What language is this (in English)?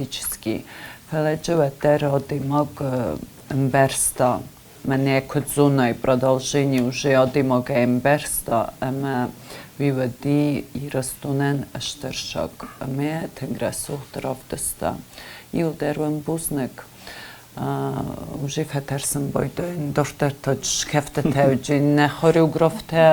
Ossetic